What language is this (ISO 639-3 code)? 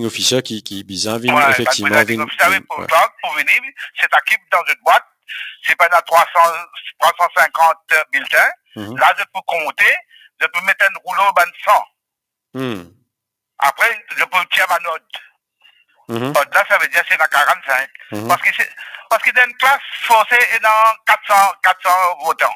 mfe